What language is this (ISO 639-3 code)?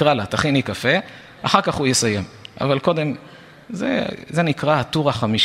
heb